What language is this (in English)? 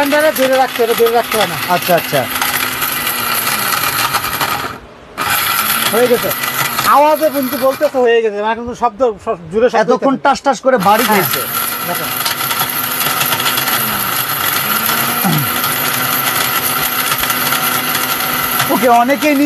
Bangla